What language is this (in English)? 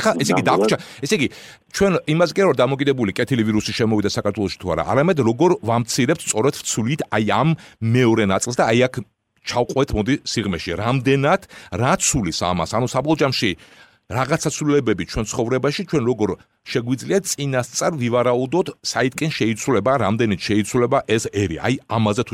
Georgian